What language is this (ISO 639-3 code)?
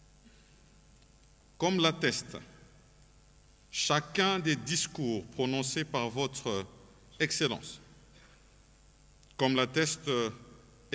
fra